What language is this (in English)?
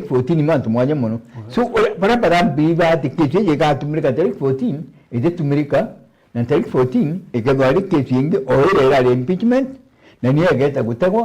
Meru